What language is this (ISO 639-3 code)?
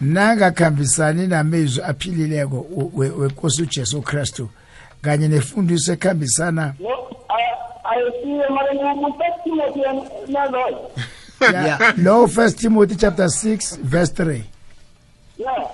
nbl